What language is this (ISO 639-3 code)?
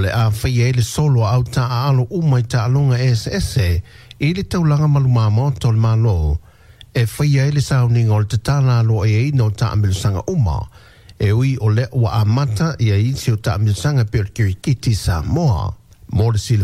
smo